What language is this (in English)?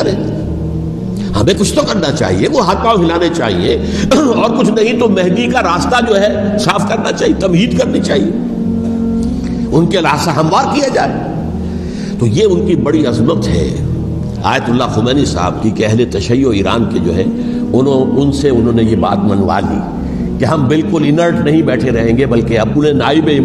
Urdu